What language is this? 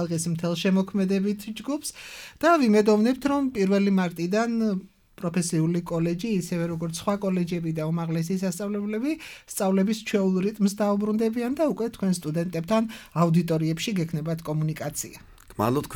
Georgian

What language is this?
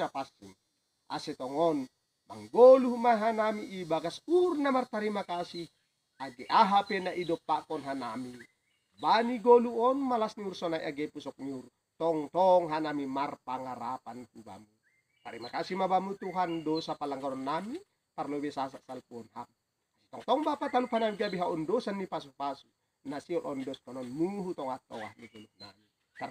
Batak Simalungun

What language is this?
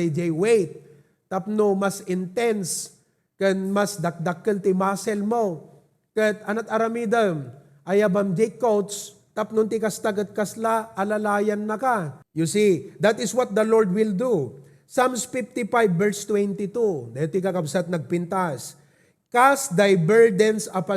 Iloko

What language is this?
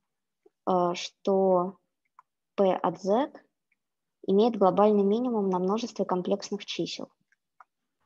Russian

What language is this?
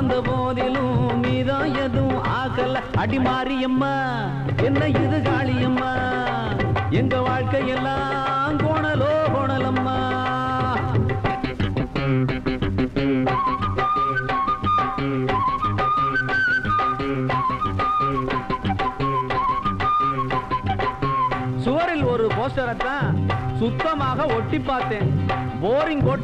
Tamil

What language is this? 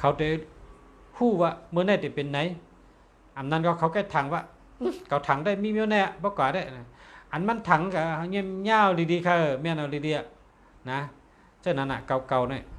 Shan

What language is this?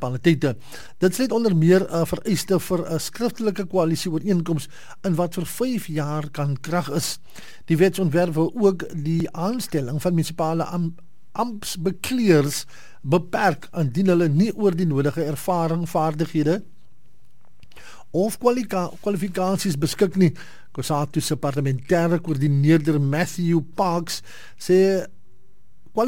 Afrikaans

